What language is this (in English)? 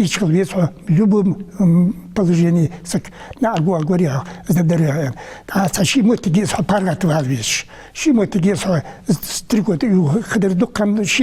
Ingush